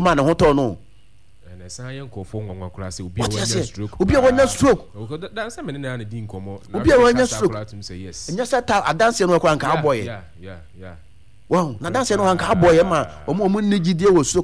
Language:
Akan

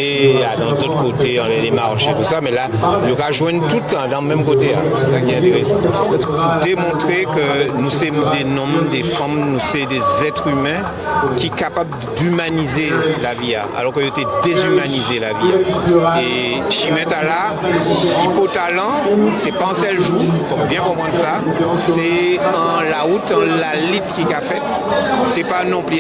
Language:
Guadeloupean Creole French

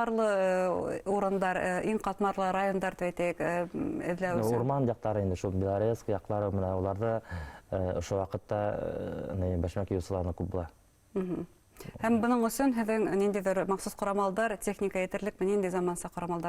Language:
Bashkir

